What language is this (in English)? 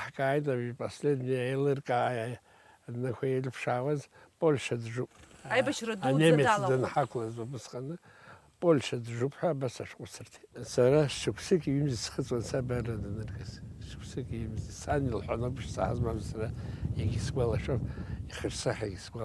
Abkhazian